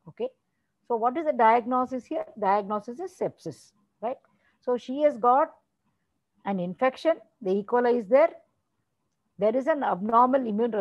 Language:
English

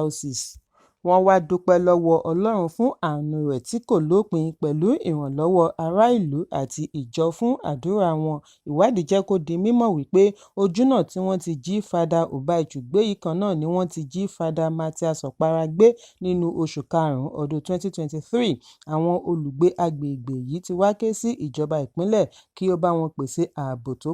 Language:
Yoruba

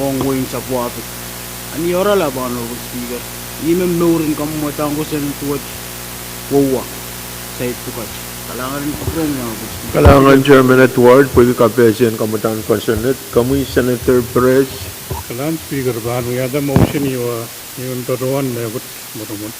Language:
Pohnpeian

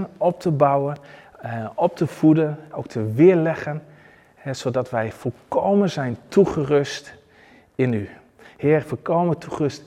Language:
Dutch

